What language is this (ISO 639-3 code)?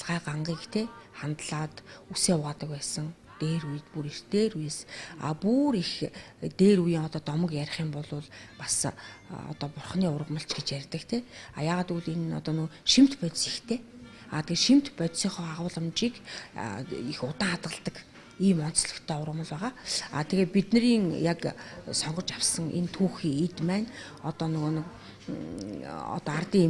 mon